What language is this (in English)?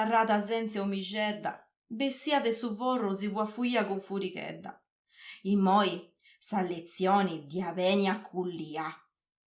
Sardinian